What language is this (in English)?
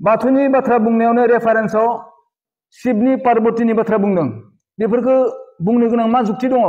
Bodo